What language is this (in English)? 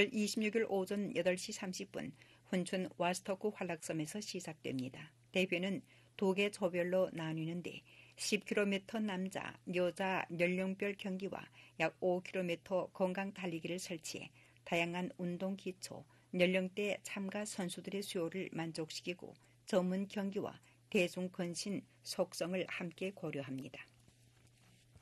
Korean